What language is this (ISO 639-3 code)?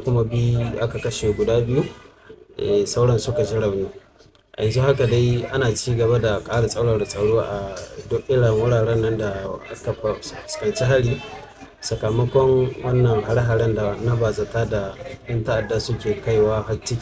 hau